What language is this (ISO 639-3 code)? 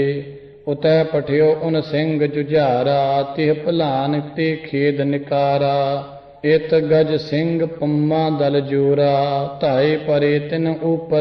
pan